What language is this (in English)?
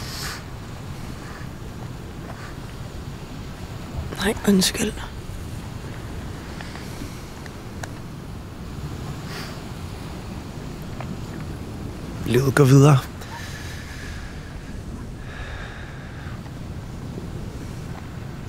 Danish